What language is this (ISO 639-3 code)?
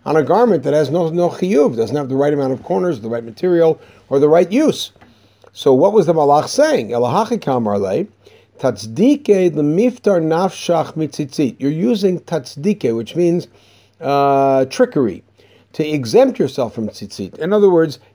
eng